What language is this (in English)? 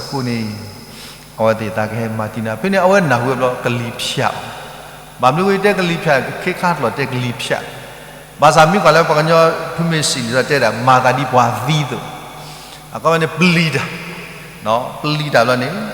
S'gaw Karen